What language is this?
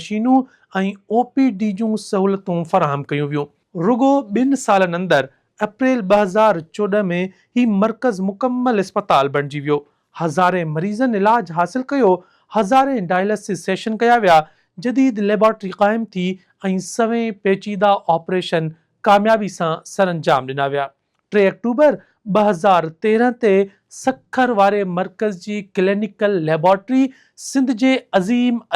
Sindhi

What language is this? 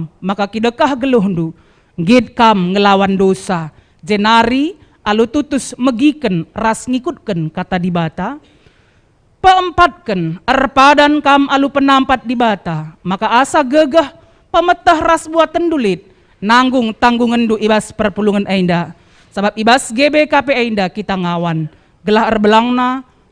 Batak Karo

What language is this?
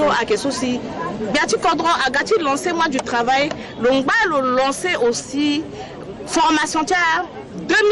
Sango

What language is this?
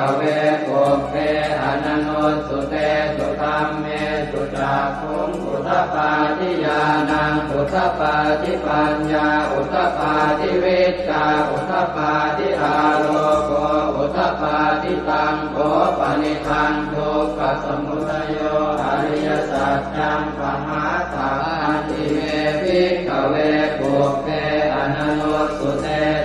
Pali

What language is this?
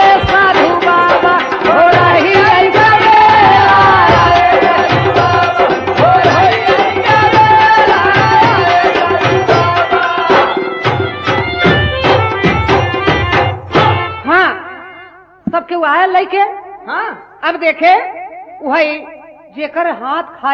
Bhojpuri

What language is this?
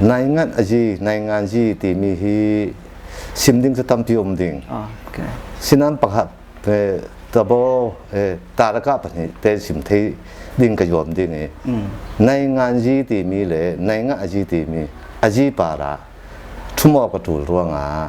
Falam Chin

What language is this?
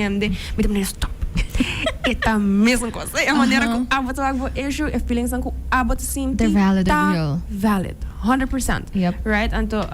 Papiamento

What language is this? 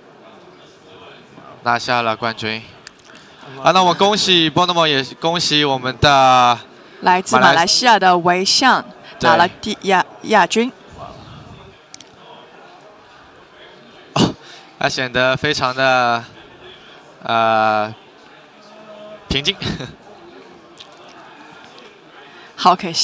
Chinese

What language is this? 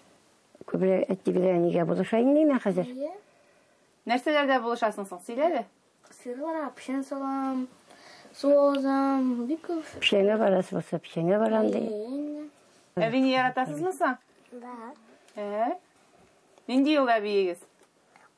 Tatar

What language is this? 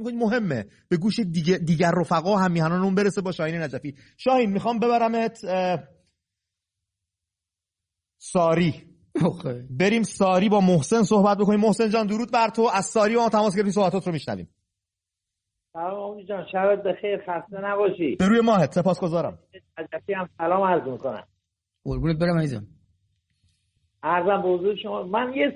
Persian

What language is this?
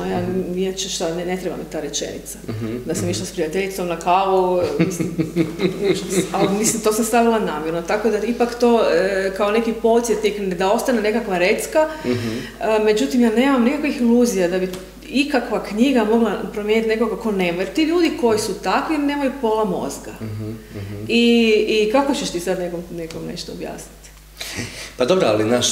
Croatian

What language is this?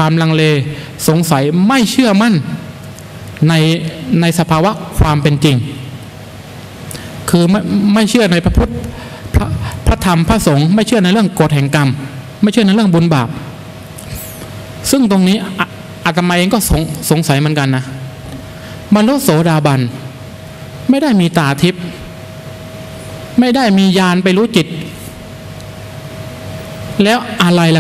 Thai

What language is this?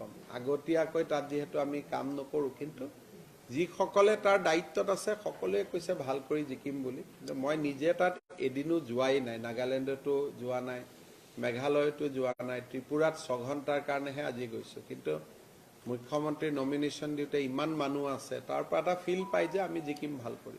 Assamese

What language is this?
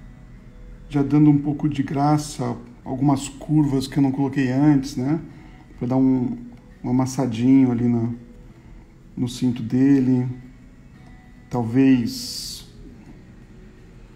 Portuguese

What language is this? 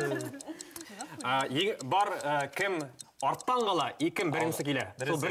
Bashkir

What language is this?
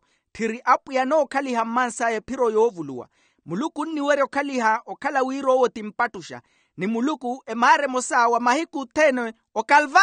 Makhuwa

